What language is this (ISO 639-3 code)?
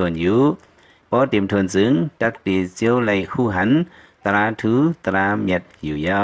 lao